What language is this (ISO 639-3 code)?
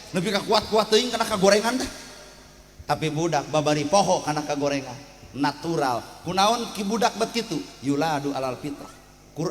sun